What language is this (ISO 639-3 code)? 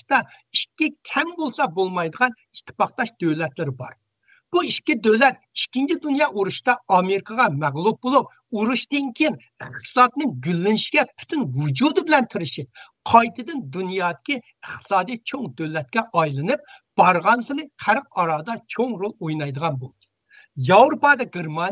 uig